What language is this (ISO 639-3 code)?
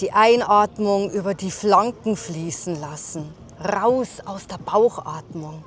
bar